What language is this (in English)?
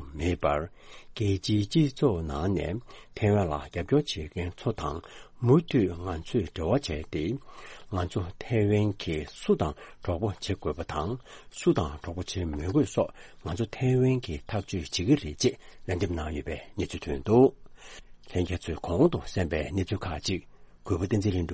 Tibetan